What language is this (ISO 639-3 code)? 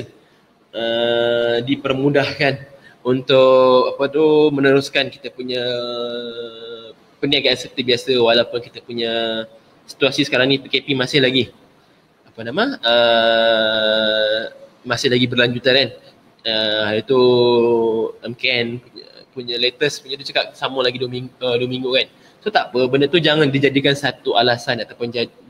msa